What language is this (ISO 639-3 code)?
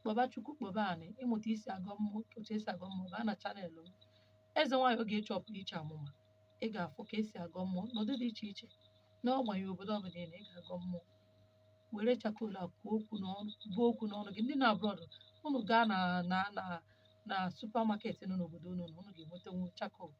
ibo